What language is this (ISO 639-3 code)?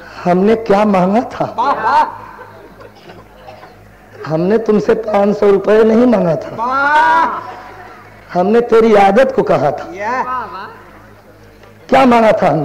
bho